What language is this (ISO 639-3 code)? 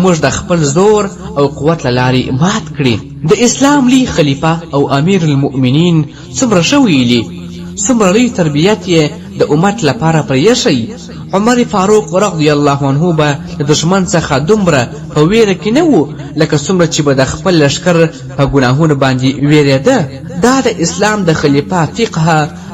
pus